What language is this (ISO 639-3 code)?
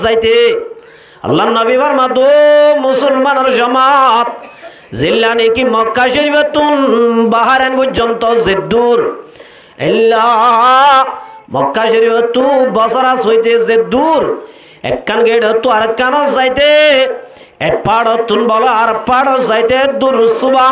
rhg